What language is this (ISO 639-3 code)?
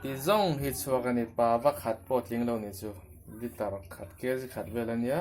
lus